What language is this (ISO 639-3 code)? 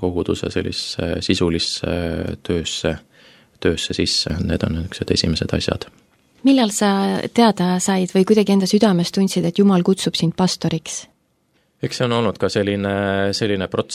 est